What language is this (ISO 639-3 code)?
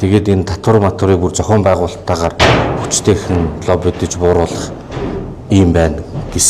mon